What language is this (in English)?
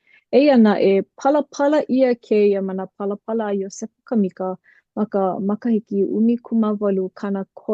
Hawaiian